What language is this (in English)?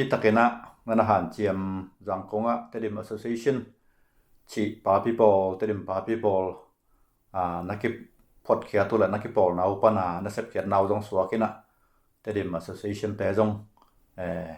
Tedim Chin